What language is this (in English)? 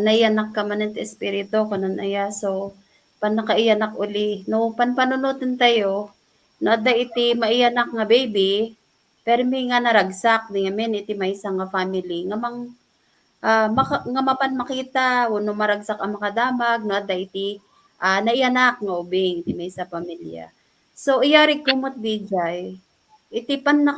Iloko